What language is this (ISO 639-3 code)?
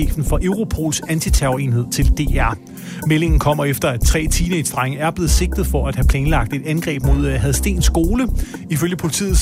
dan